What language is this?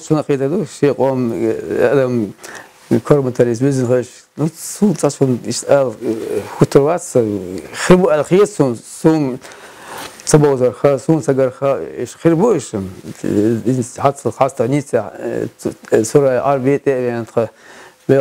Chechen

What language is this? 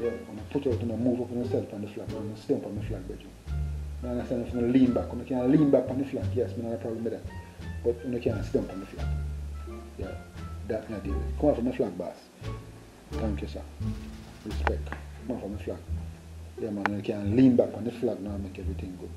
Jamaican Creole English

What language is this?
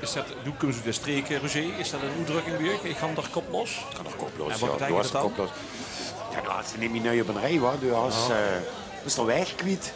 Limburgish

